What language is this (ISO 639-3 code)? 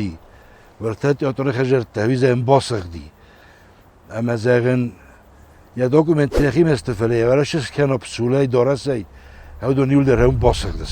oss